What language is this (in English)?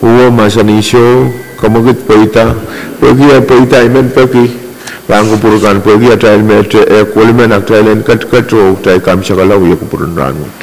Pohnpeian